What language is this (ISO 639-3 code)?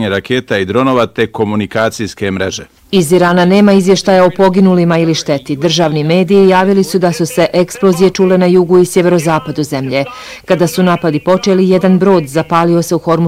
bos